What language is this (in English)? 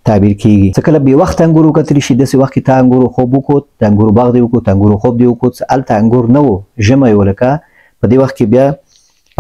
Pashto